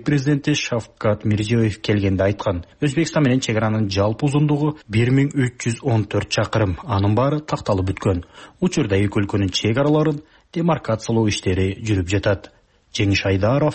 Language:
Kyrgyz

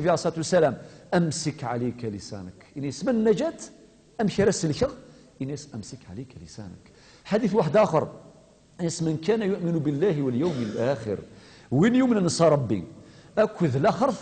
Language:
Kabyle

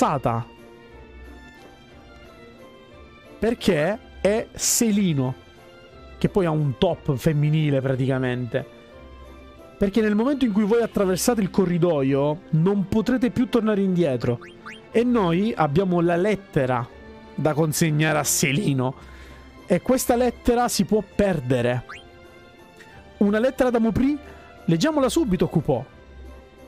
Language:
Italian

